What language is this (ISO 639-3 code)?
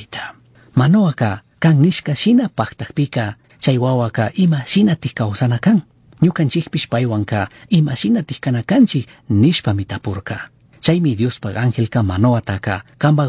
qug